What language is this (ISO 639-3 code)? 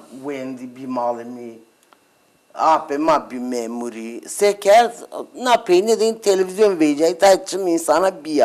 zza